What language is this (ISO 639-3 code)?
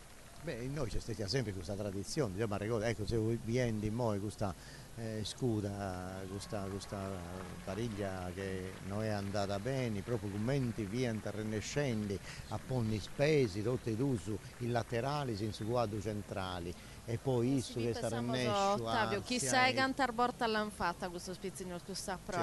srd